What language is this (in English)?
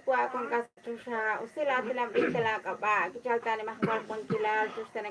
Kekchí